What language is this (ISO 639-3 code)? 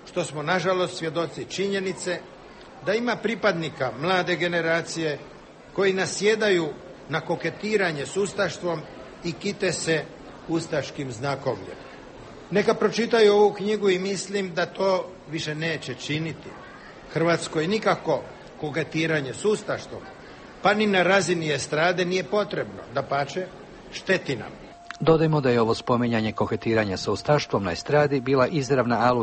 hrv